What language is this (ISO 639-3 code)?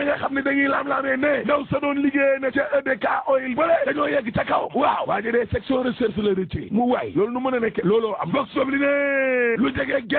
wol